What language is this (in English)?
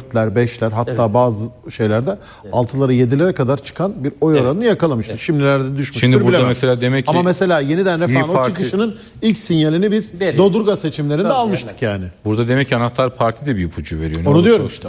Turkish